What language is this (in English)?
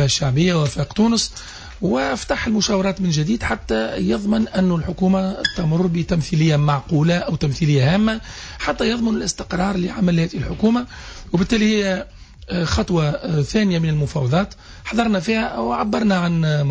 Tunisian Arabic